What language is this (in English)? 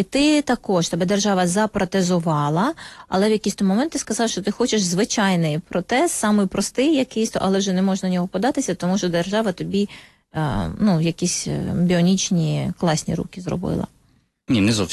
Ukrainian